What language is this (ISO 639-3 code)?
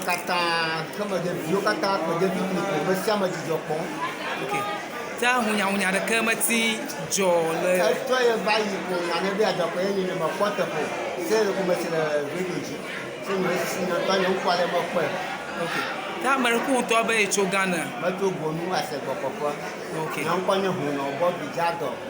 ewe